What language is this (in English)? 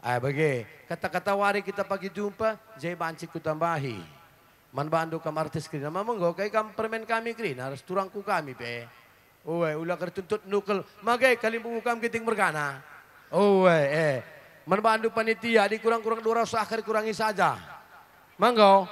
Batak Karo